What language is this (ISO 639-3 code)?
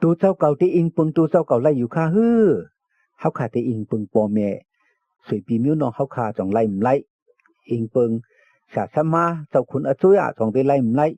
shn